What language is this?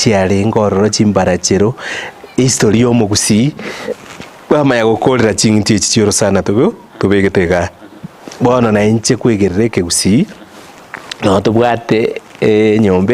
Gusii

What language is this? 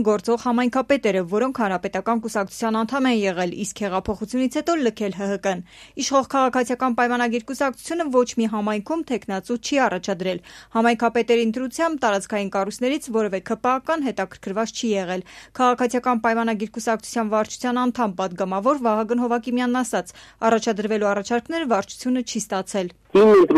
Armenian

